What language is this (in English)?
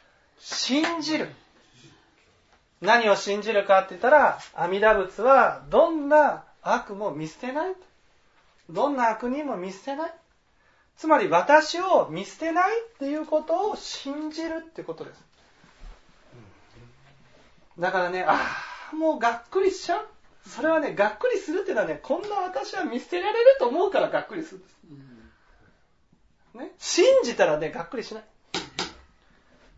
Japanese